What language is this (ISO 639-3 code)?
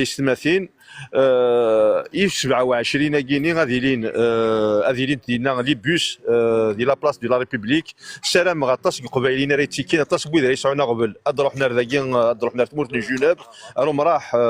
kab